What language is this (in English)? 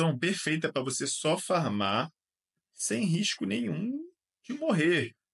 Portuguese